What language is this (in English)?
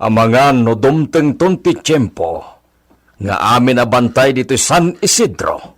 Iloko